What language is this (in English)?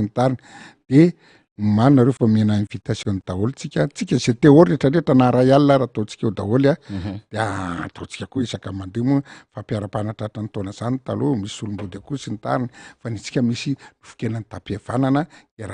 Malagasy